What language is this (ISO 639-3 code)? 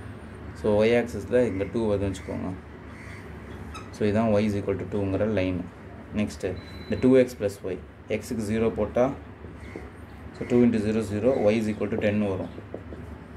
tam